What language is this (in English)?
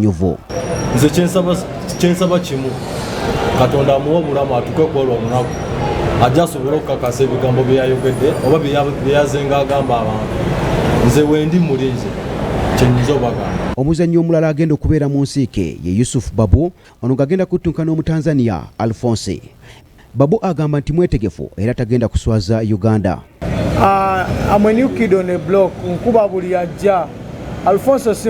Ganda